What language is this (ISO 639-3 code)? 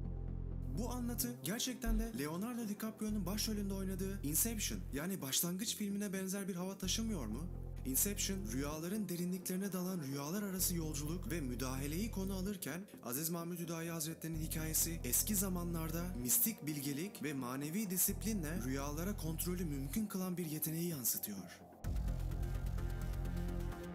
tur